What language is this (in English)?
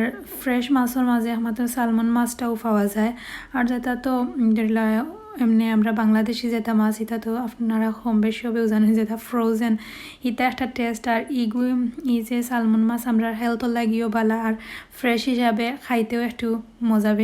Sylheti